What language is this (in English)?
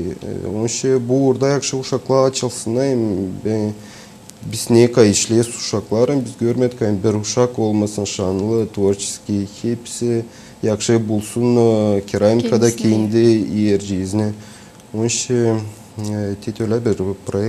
Gagauz